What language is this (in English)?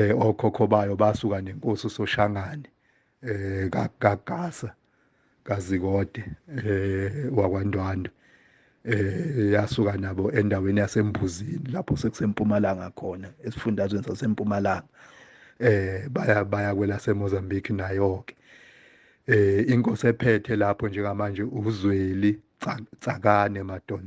Zulu